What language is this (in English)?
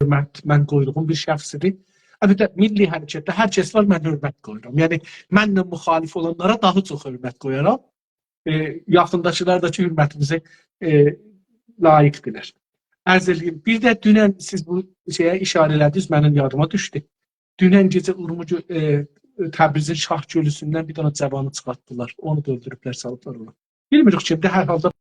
South Azerbaijani